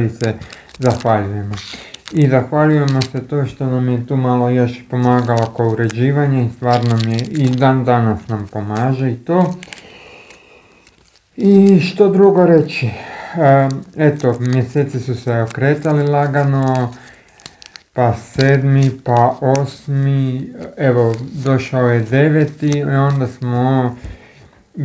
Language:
Croatian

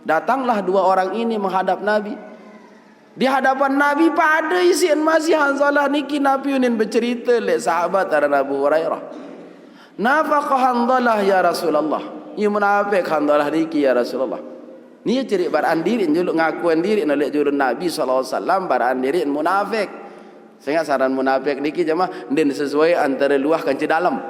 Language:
Sasak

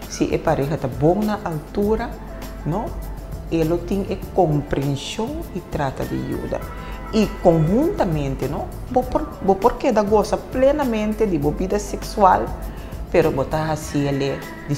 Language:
Papiamento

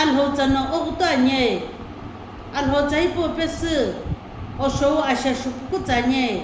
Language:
Sumi Naga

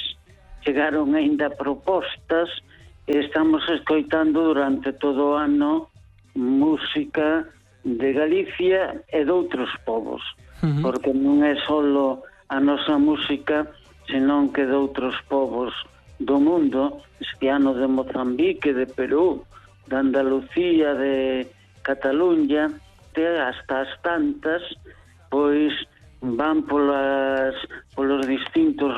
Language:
Galician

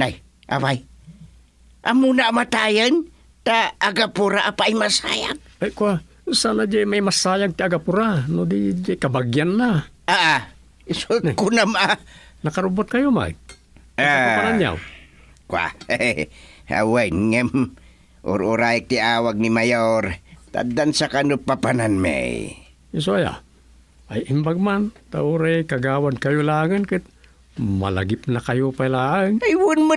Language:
Iloko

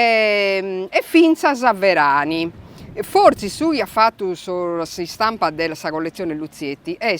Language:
Sardinian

